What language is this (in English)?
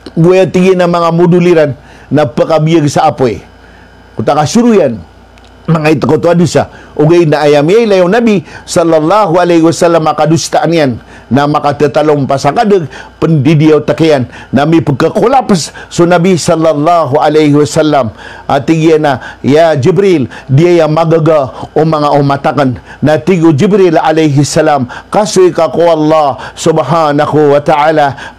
Maranao